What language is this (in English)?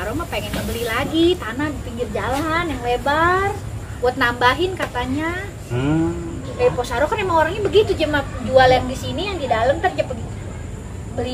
Betawi